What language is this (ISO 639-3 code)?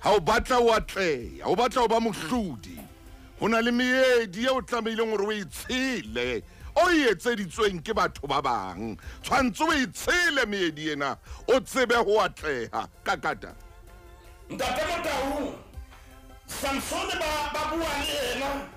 sot